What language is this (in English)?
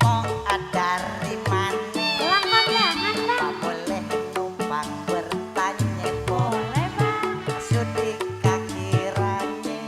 Betawi